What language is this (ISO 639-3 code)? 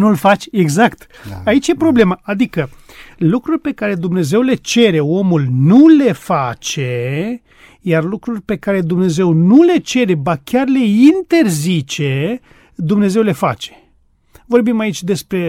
ron